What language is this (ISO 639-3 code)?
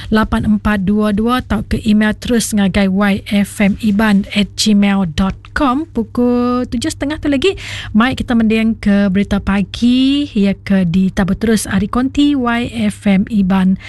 iba